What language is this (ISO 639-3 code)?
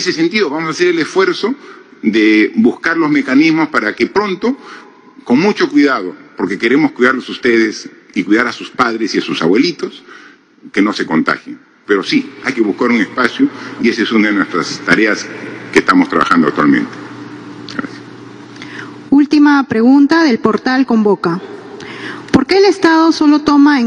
spa